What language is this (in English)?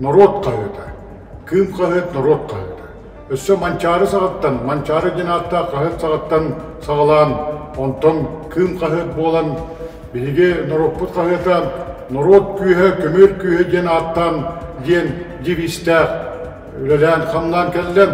Yakut